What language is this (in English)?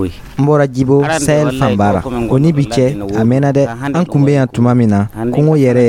Dyula